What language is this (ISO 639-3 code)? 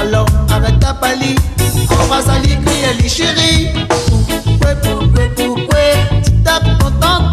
rcf